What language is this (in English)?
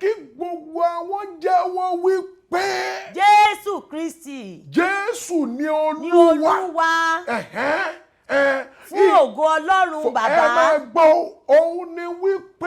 Yoruba